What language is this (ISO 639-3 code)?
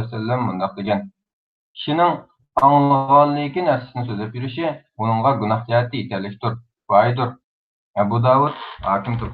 uig